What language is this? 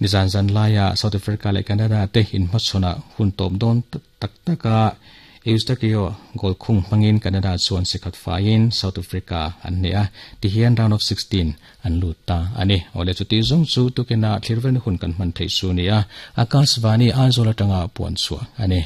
Mizo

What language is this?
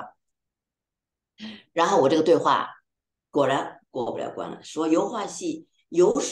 Chinese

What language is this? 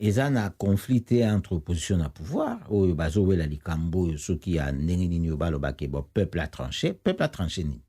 Lingala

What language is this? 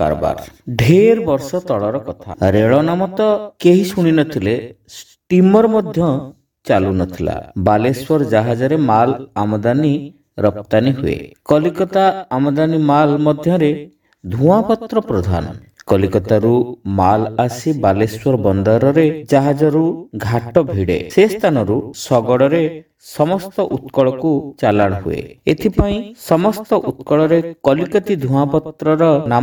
Odia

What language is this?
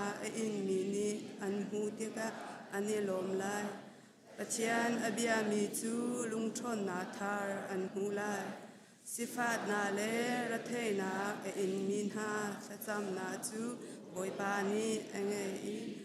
Hakha Chin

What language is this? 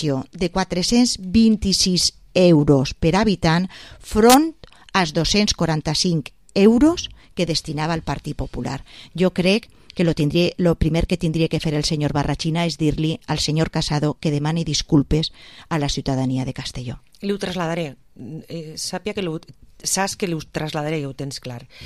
Catalan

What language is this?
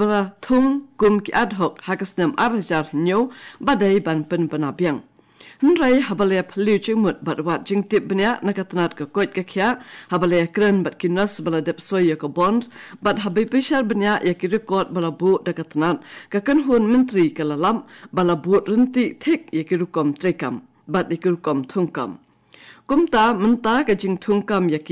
Khasi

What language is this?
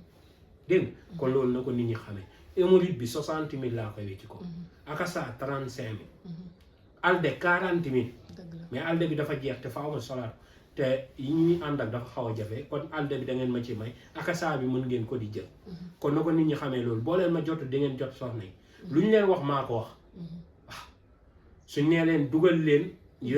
Wolof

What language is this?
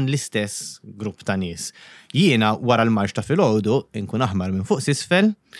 Maltese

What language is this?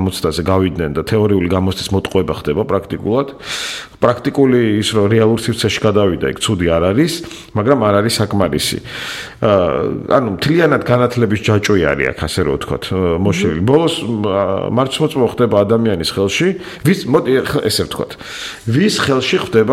Georgian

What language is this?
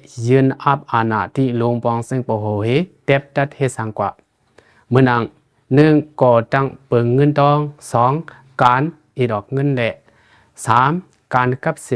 Shan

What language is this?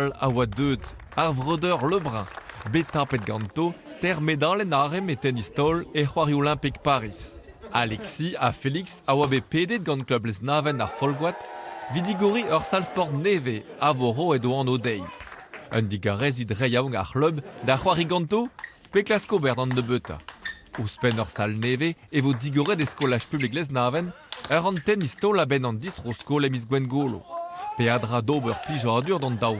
Breton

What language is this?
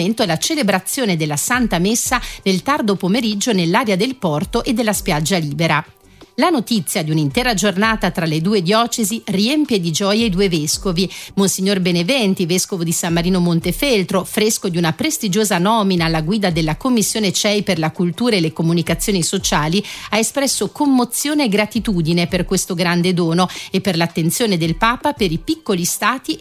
Italian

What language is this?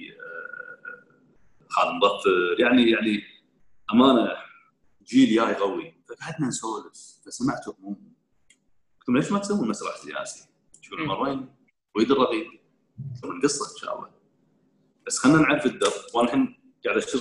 Gulf Arabic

